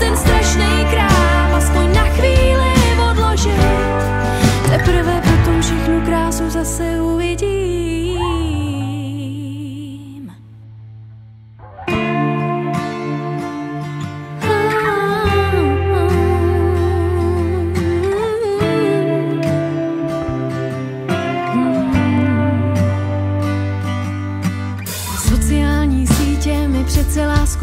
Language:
Czech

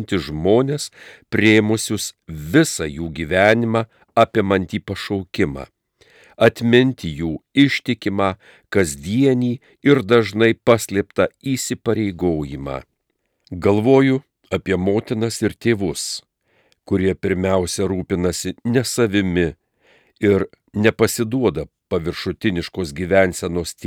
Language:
Lithuanian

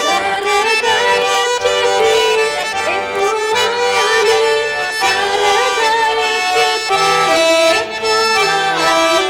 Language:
Chuvash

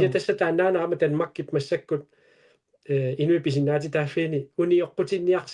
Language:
Kalaallisut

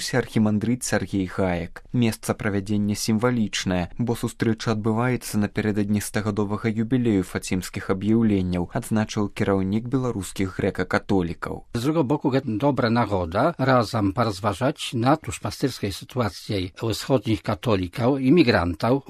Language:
Belarusian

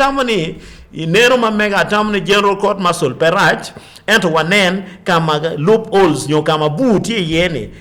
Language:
Acoli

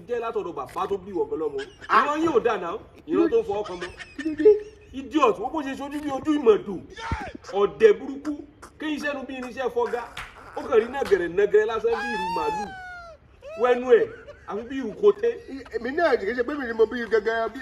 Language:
Yoruba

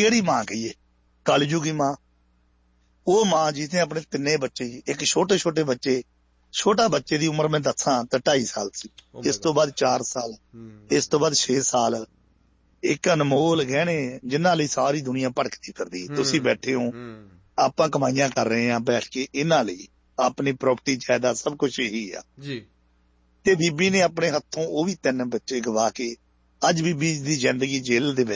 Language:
Punjabi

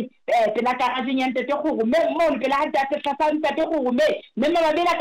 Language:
Southern Sotho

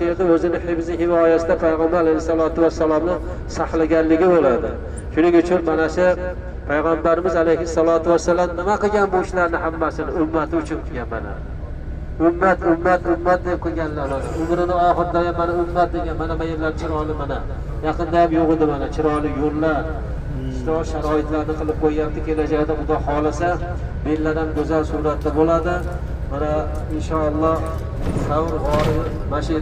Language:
Uzbek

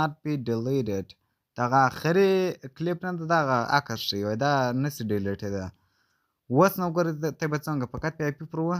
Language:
Pashto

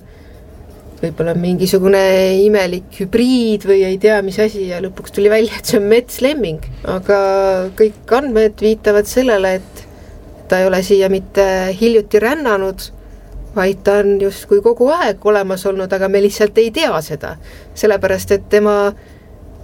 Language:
Estonian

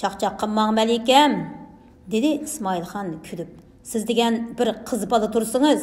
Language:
Uyghur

